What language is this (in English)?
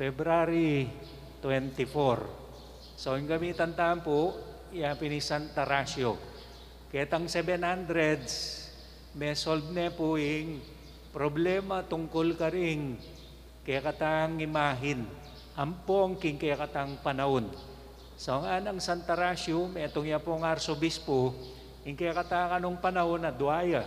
Pampanga